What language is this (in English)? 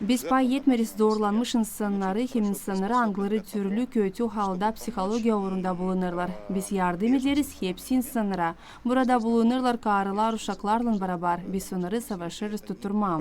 Gagauz